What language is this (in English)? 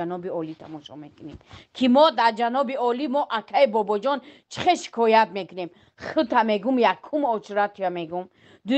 Tajik